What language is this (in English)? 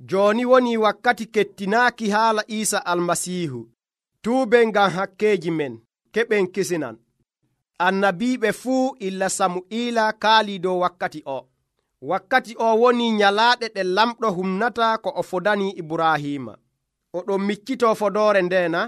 Nigerian Fulfulde